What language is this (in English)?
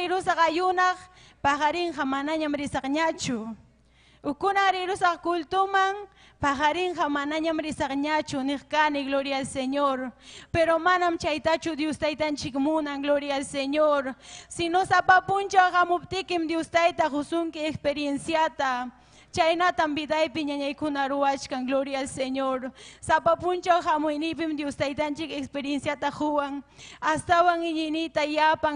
Ayacucho Quechua